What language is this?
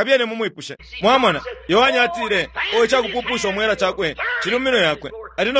Bemba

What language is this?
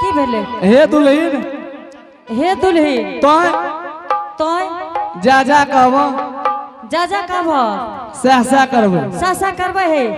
Angika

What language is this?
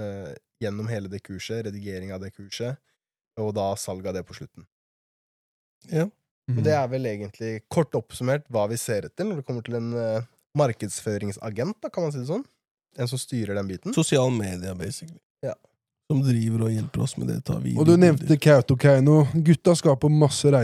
Norwegian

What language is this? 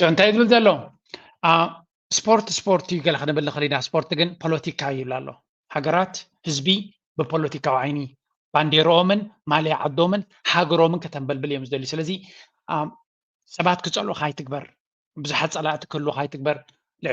Tigrinya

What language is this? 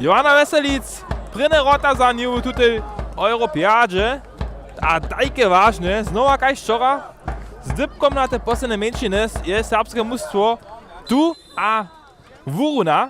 Upper Sorbian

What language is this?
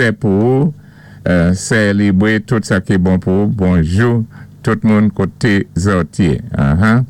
Saint Lucian Creole French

